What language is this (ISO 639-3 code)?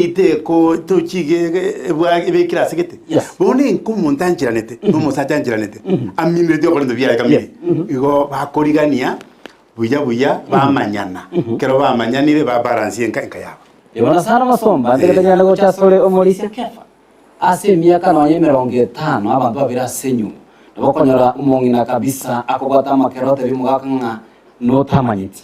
guz